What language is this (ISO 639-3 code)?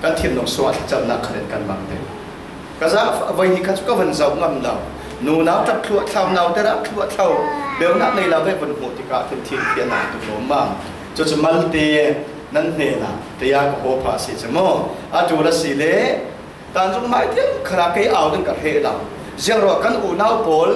cfm